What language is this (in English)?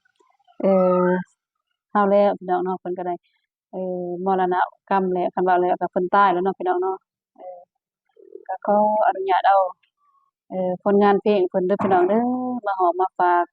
Northeastern Thai